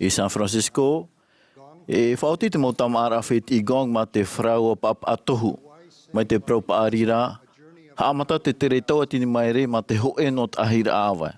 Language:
Tahitian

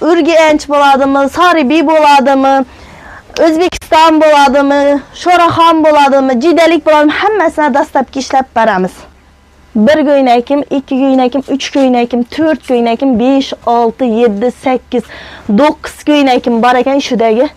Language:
Uzbek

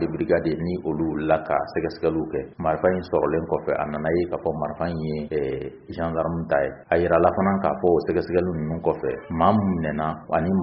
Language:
Bambara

